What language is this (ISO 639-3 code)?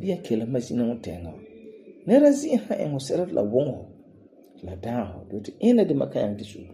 gur